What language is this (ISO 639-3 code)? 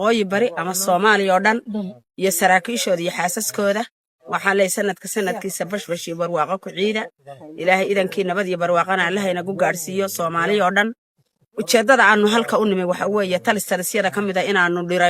som